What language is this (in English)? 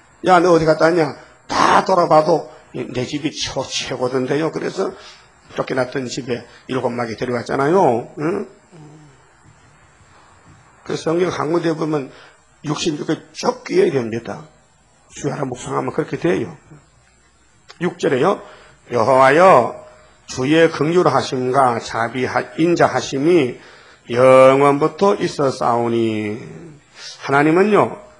Korean